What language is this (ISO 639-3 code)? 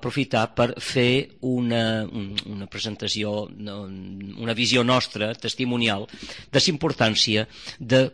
cat